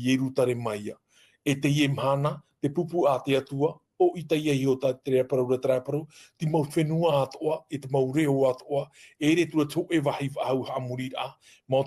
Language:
Tahitian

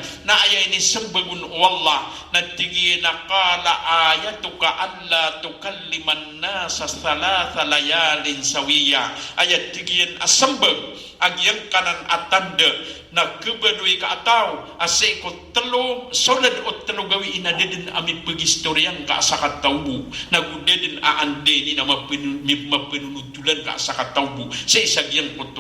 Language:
Maranao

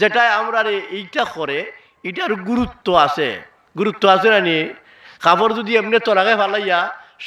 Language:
Sylheti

